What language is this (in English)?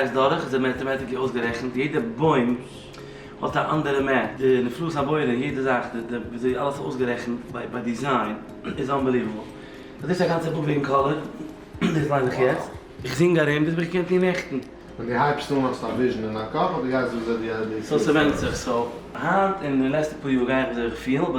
Yiddish